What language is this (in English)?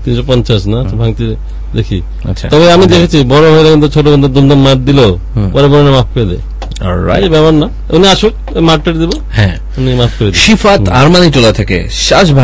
Bangla